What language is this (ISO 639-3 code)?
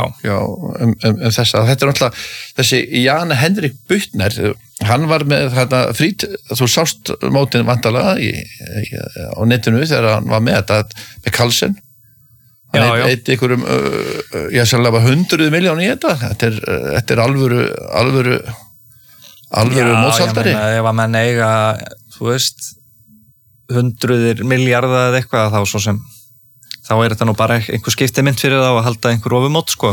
isl